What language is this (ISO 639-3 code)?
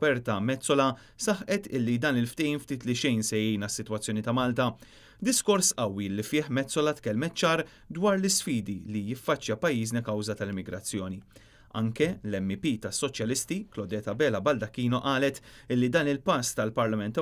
mlt